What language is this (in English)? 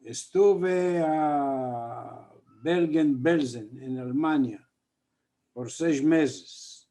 Ladino